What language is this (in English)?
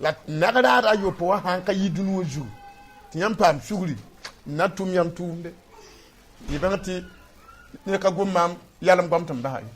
Mossi